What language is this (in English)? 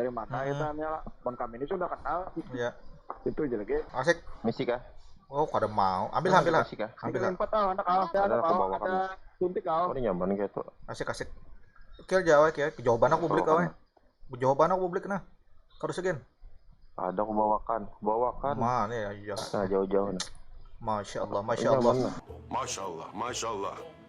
Banjar